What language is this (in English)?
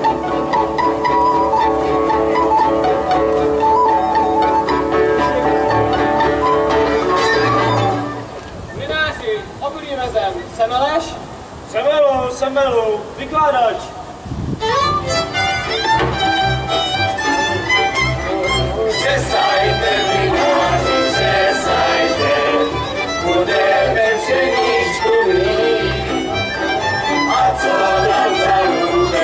Czech